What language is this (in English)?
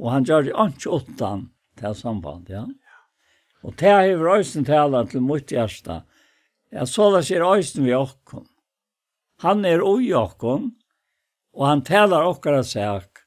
Faroese